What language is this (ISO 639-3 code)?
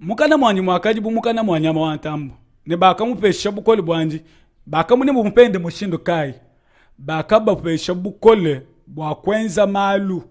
lua